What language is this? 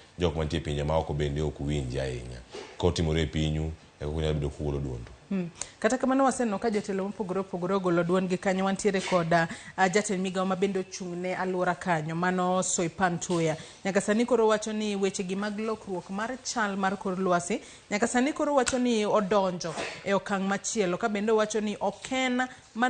Luo (Kenya and Tanzania)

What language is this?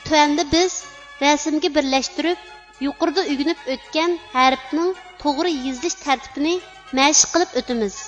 Uyghur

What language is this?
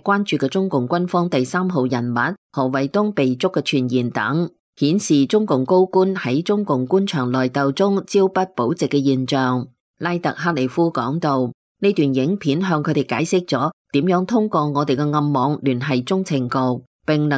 Cantonese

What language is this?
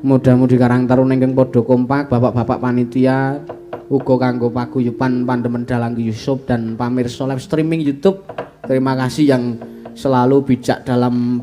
Javanese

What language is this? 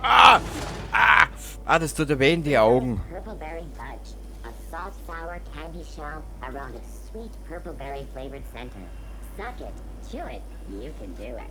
Bavarian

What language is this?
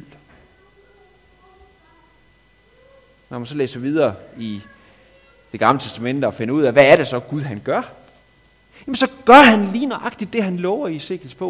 Danish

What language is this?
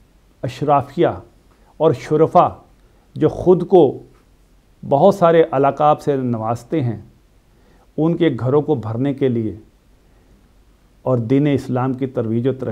Urdu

